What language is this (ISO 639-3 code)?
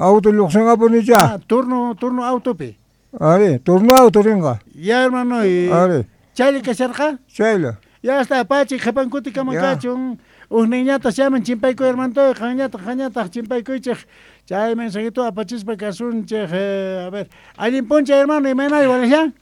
que